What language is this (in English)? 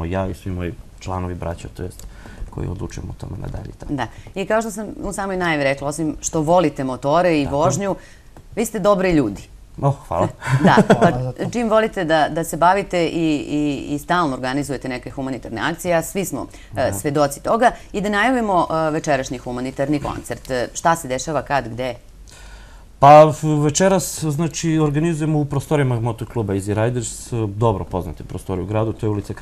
Serbian